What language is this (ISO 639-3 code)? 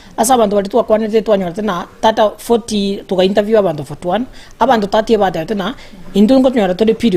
guz